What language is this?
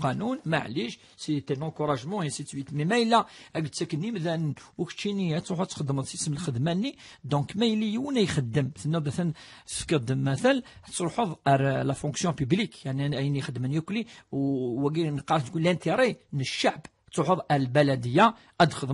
Kabyle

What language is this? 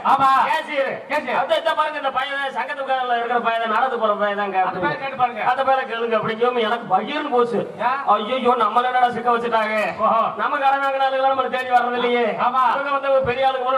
Tamil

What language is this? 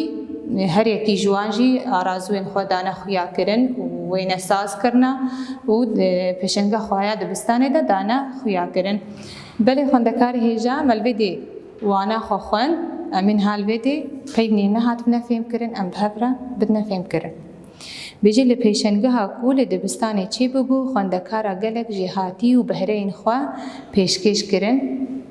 Kurdish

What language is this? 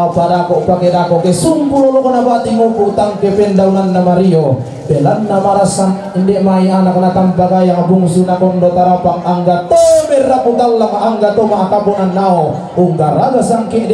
Toraja-Sa'dan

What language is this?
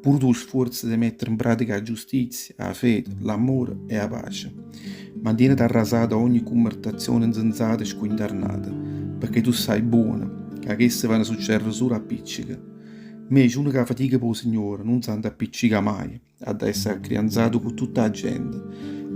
Neapolitan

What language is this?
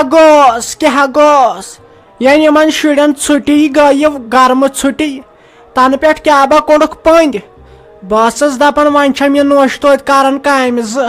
Kashmiri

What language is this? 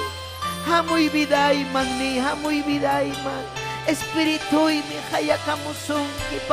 Ayacucho Quechua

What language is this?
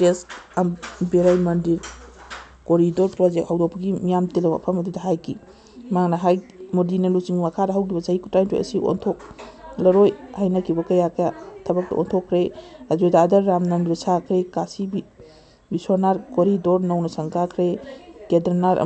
Manipuri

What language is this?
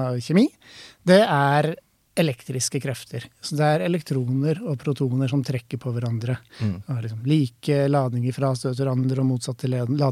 Norwegian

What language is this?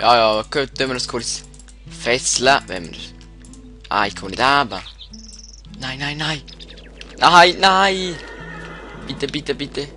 Swiss German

